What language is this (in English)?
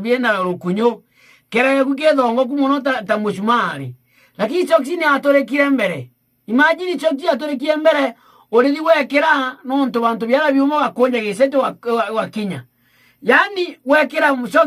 Meru